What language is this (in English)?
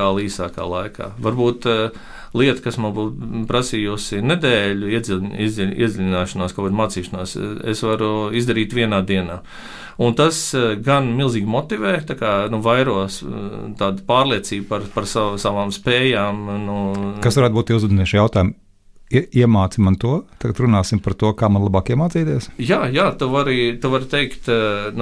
Latvian